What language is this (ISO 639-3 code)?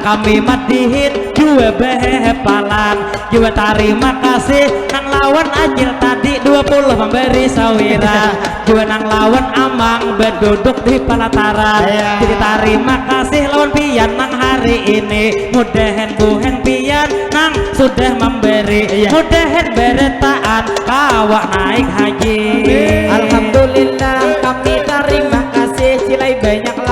bjn